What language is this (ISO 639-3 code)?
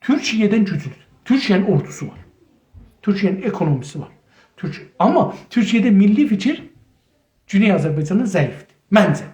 azb